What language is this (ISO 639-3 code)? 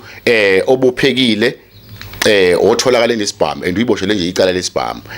zul